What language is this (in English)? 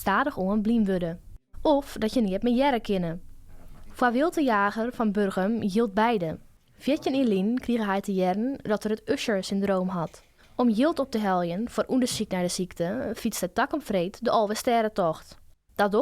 Western Frisian